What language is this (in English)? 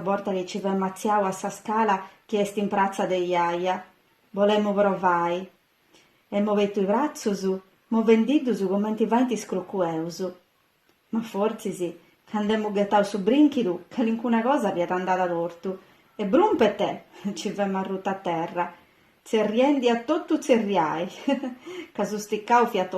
Sardinian